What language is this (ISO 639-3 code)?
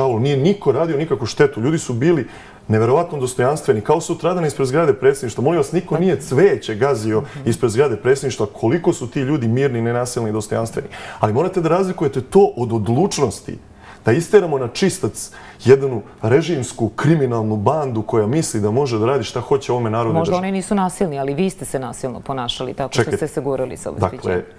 srp